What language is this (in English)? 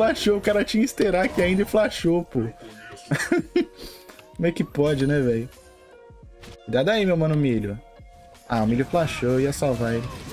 Portuguese